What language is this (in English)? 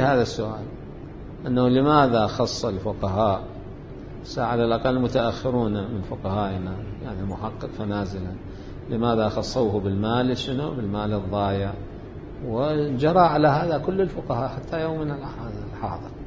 Mesopotamian Arabic